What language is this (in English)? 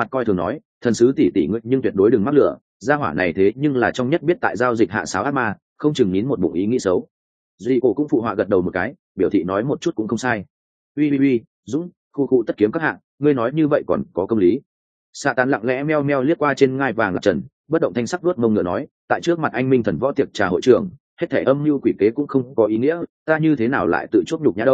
Vietnamese